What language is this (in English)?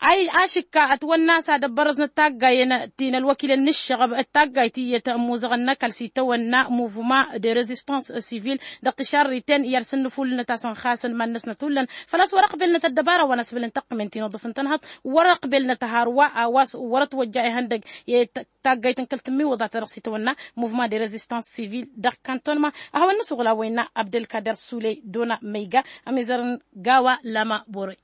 Tamasheq